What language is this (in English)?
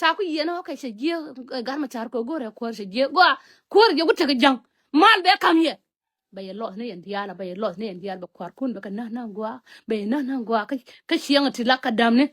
Nuer